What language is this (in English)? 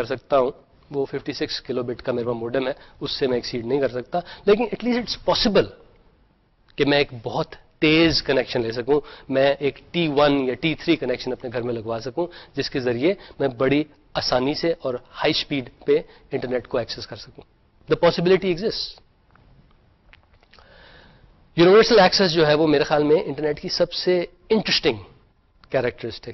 Urdu